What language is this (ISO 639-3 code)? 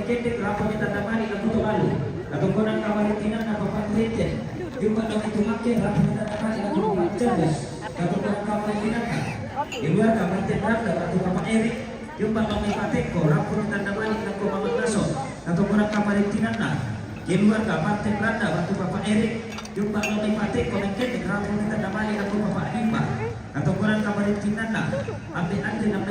sda